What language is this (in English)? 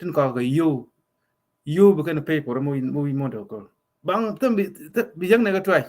Nuer